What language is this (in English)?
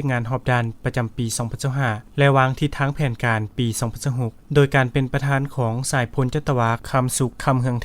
Lao